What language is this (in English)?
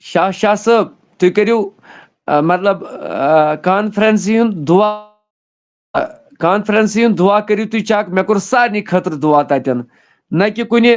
Kashmiri